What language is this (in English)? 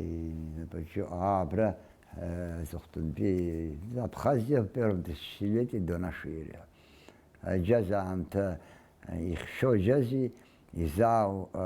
Abkhazian